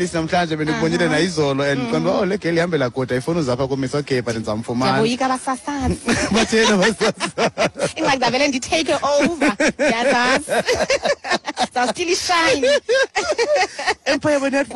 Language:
Xhosa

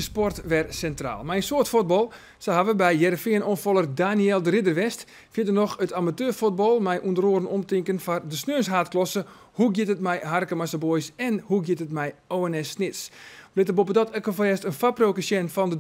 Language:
Western Frisian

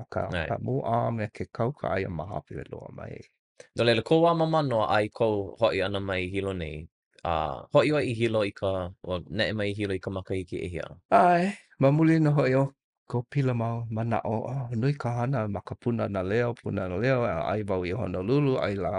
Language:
Hawaiian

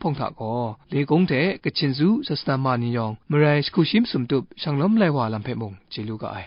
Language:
Kachin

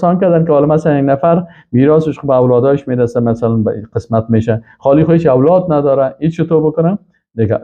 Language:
Persian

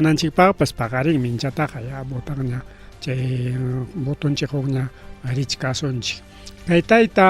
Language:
Ayacucho Quechua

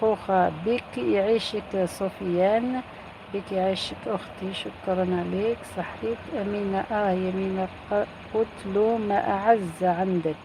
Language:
Algerian Arabic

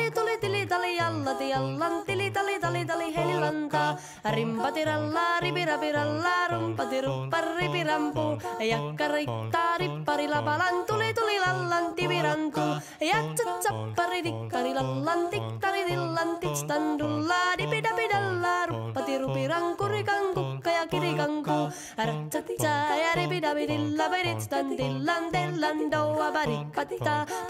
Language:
Finnish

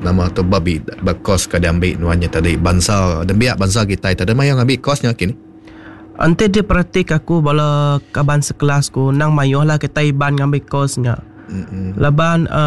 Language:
Iban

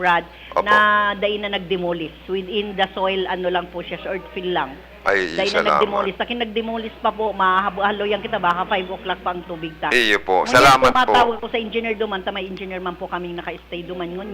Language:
Bikol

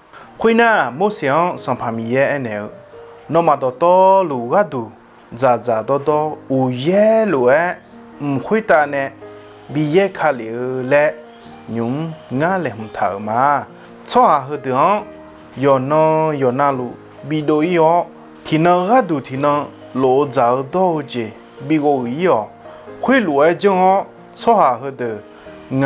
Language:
Akha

